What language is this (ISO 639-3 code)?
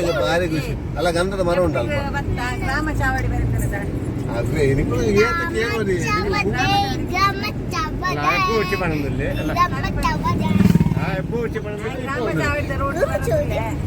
tcy